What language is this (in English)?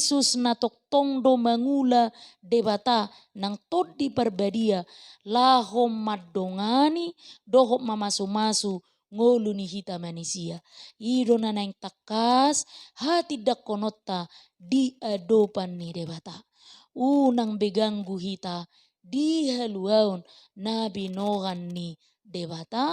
Batak Toba